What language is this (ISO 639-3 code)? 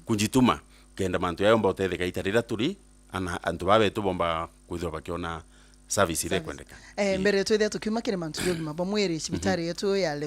mer